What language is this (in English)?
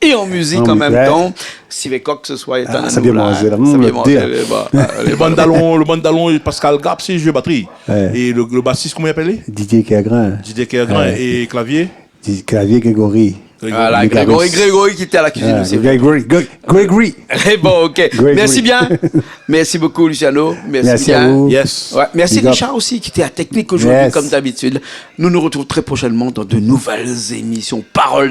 Réunion Creole French